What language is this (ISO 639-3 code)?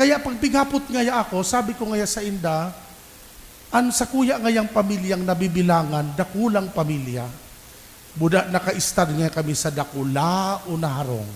bik